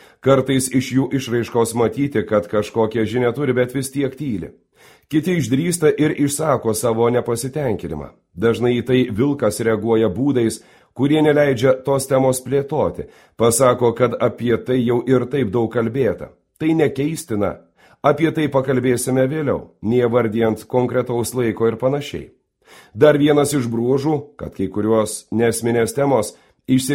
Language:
Lithuanian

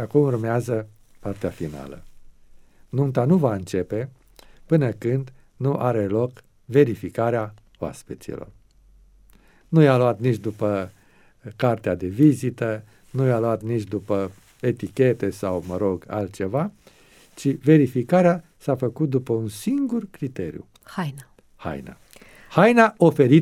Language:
Romanian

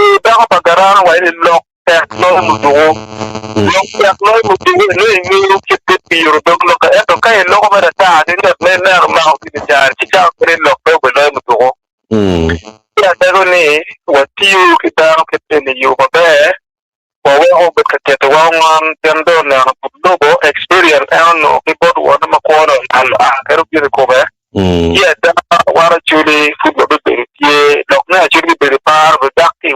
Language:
Acoli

